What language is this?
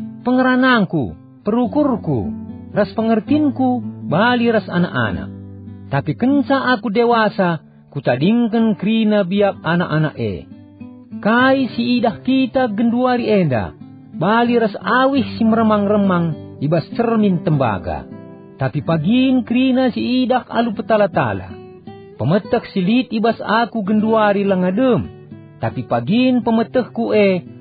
Batak Karo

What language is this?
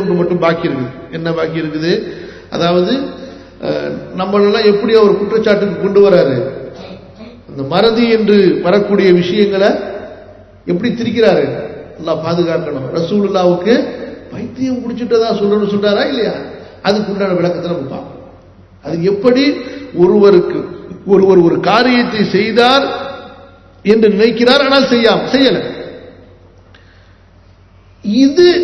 Tamil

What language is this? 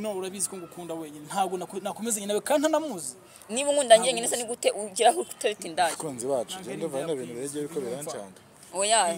Kinyarwanda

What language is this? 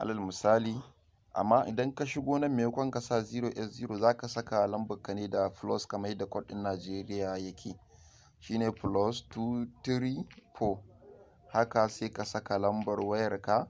Hausa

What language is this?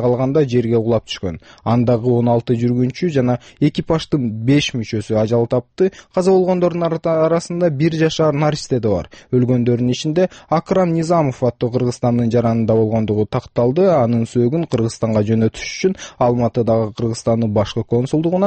Kyrgyz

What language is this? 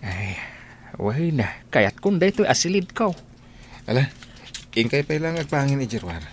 Iloko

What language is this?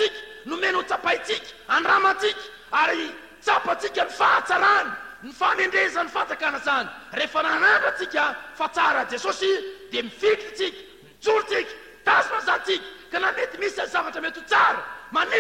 Malagasy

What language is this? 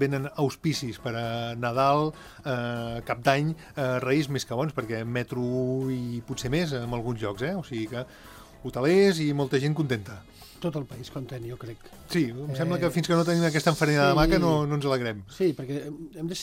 Catalan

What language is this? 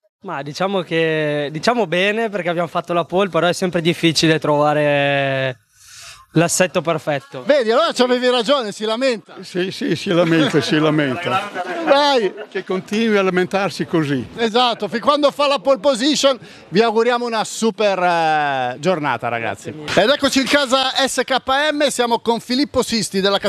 Italian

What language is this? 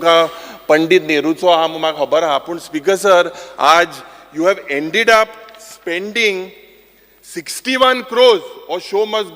Konkani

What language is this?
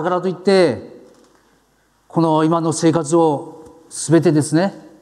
Japanese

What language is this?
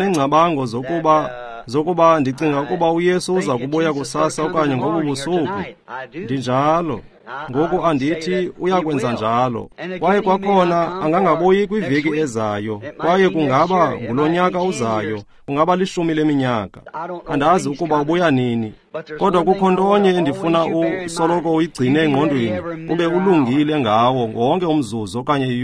Xhosa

